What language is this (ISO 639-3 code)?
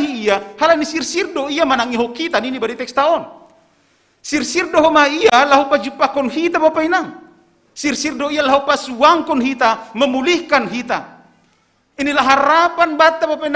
bts